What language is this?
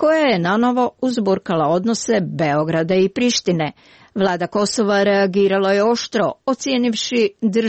Croatian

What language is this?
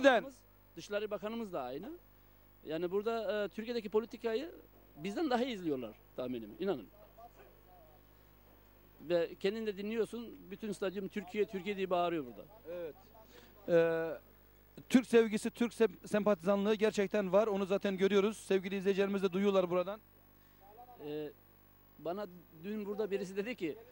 Turkish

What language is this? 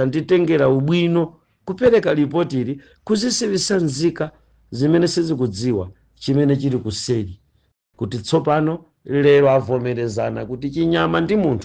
Nyanja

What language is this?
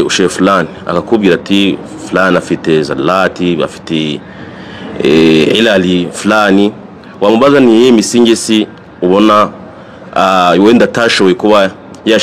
Kinyarwanda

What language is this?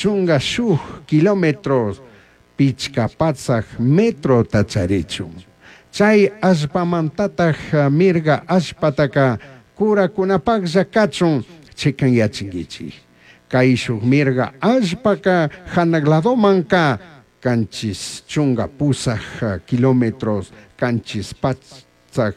Chimborazo Highland Quichua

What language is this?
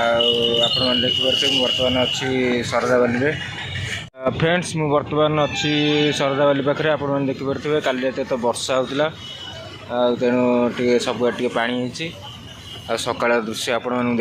Odia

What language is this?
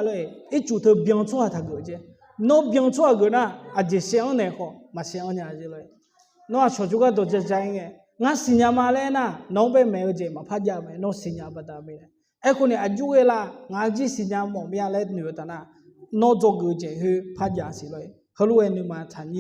Akha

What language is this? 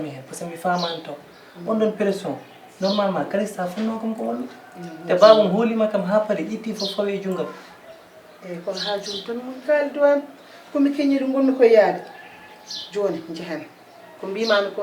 Fula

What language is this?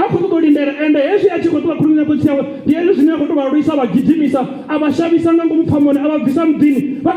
Venda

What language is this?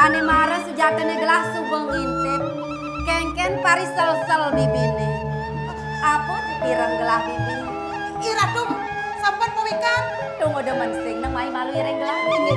Balinese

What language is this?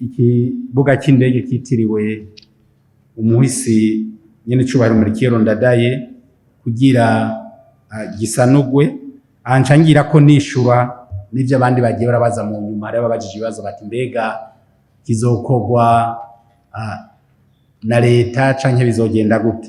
Rundi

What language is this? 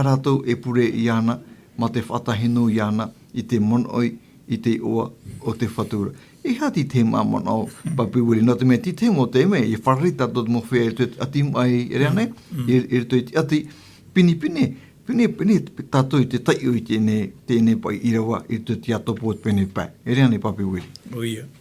Tahitian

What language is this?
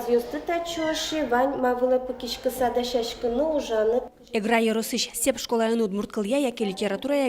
Udmurt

